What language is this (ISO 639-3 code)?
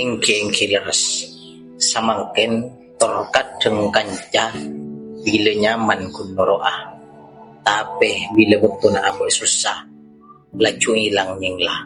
mad